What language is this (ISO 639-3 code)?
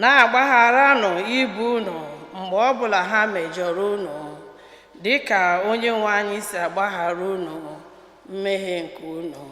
ibo